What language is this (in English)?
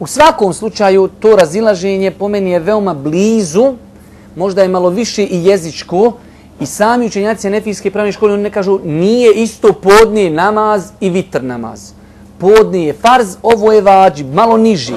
Bosnian